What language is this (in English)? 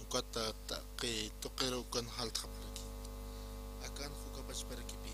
Aymara